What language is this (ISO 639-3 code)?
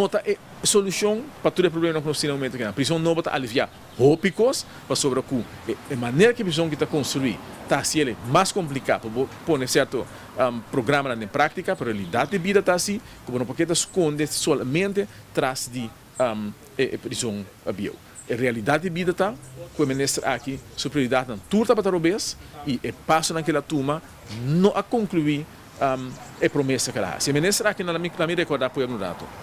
pap